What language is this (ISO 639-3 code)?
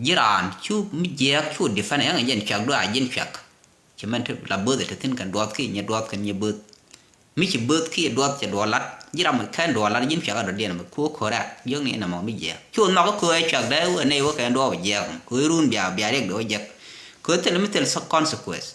nus